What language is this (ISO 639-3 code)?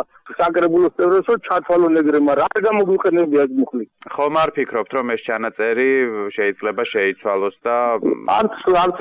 kat